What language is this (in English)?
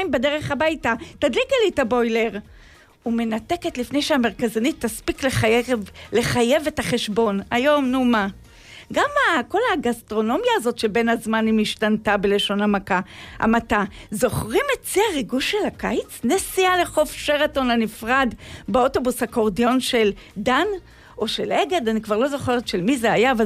Hebrew